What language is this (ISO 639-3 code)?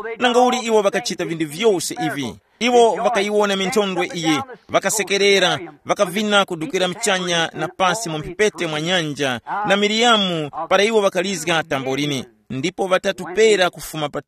tum